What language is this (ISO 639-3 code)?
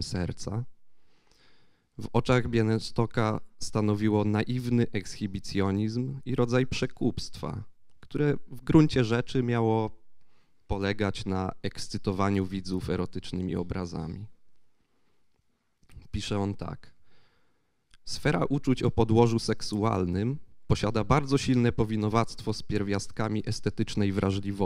pol